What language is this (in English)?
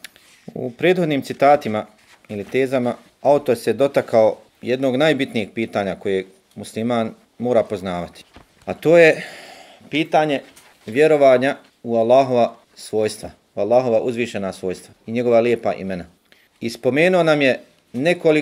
Bosnian